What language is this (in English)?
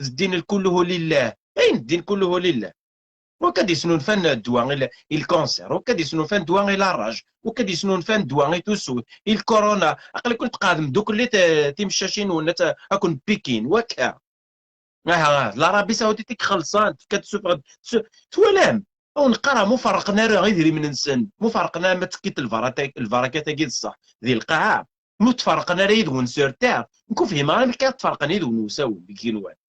Kabyle